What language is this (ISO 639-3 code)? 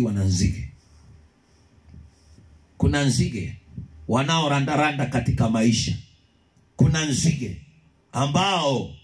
swa